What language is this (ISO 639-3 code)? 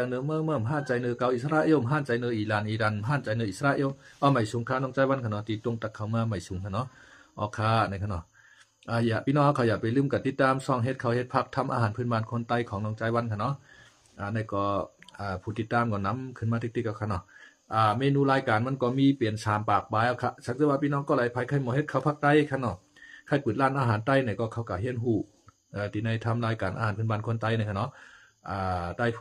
shn